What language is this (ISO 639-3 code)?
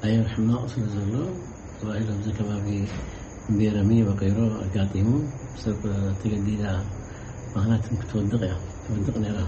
tir